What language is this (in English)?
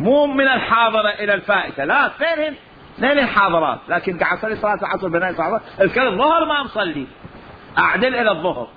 Mesopotamian Arabic